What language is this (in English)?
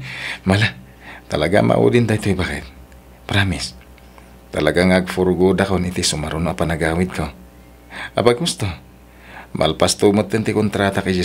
Iloko